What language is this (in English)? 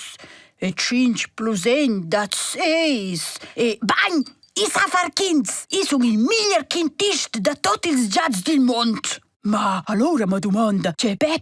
Romansh